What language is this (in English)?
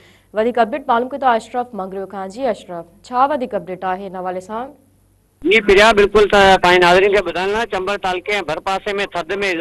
Sindhi